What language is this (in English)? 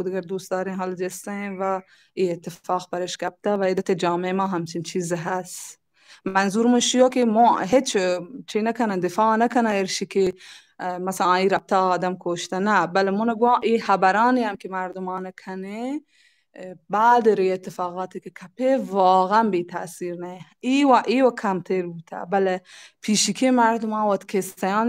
Baluchi